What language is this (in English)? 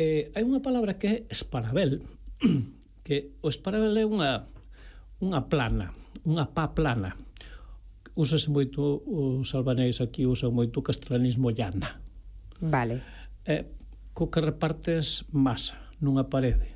Galician